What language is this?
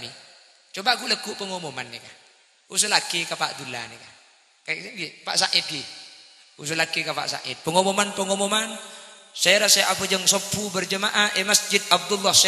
Madurese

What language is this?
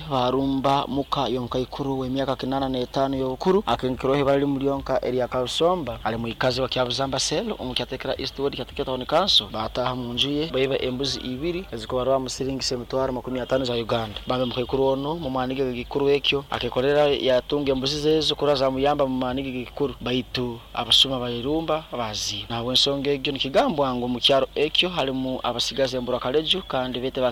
Nyoro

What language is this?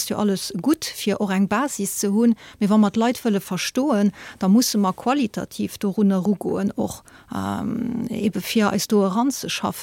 Luxembourgish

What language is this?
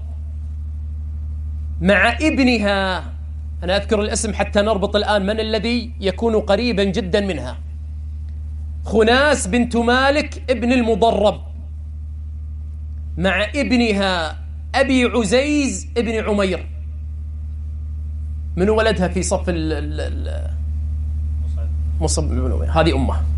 Arabic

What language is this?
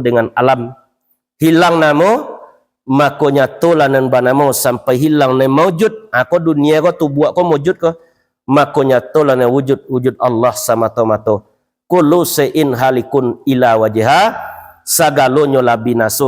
Minangkabau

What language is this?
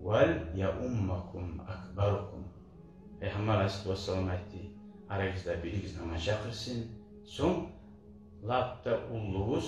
Kumyk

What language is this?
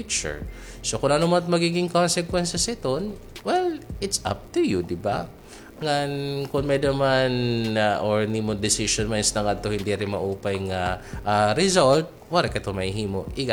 Waray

